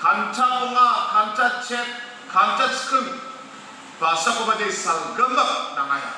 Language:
Garo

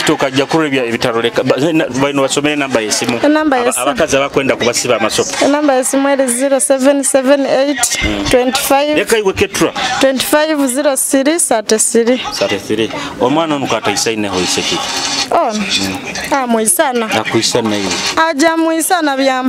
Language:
Nyoro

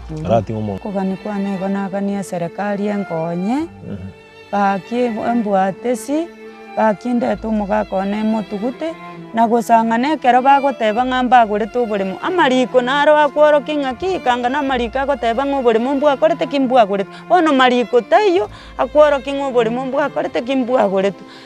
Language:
Gusii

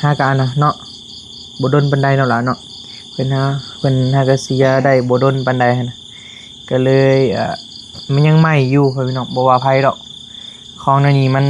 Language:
Northeastern Thai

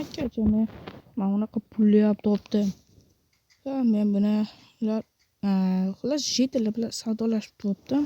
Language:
Uzbek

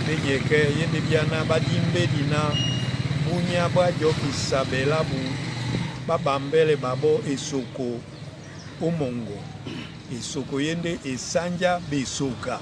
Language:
Duala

